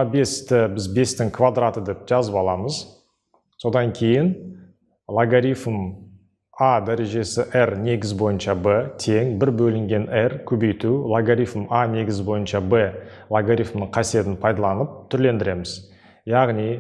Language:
Kazakh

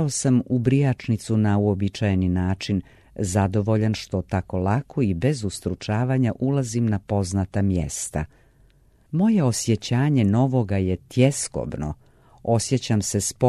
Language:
Serbian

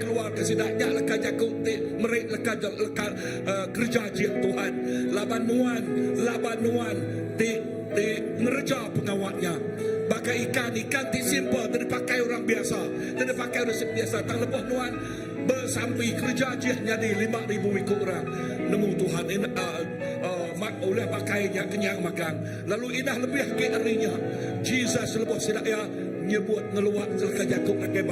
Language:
Iban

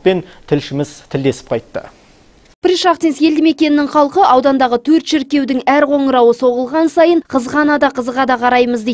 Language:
Kazakh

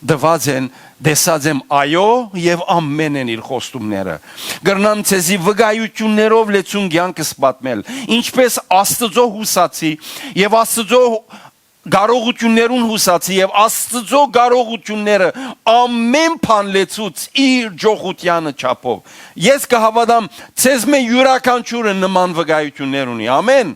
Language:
Western Armenian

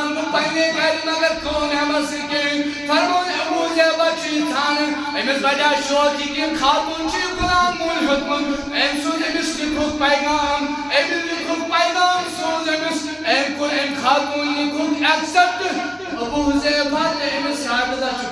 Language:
Kashmiri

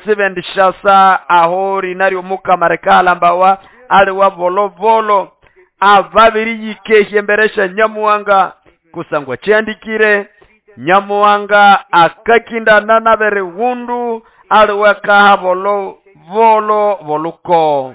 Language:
Nande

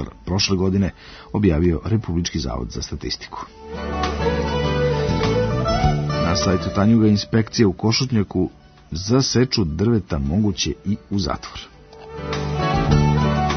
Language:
Serbian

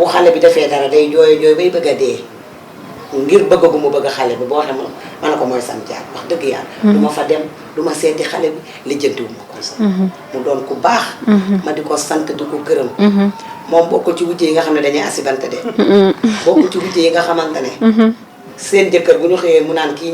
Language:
Wolof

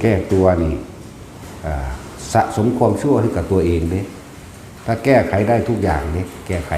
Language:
Northeastern Thai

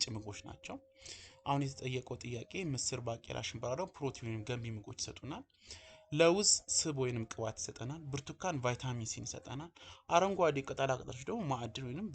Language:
Amharic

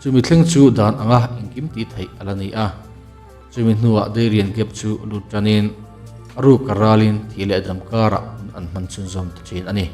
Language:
Mizo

